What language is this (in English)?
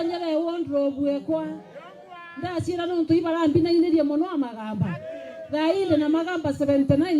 Meru